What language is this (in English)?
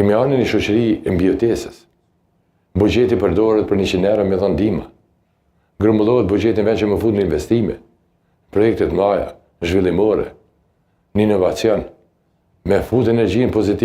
Albanian